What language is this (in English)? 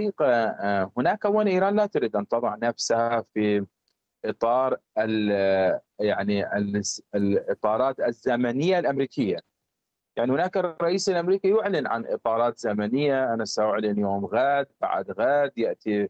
Arabic